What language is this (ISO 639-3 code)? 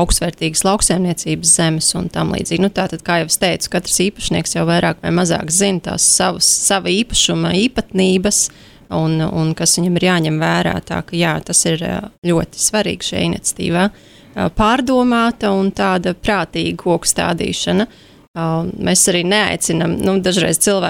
lav